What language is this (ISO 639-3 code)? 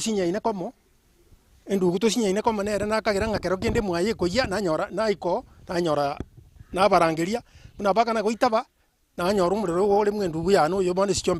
guz